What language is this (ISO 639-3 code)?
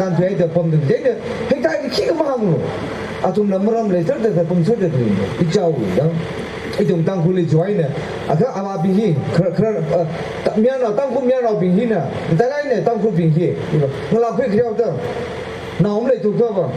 nmf